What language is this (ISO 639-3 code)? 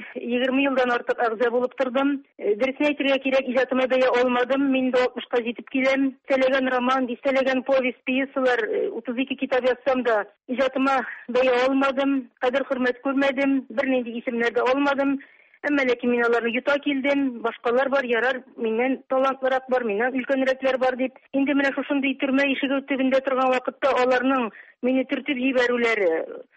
tat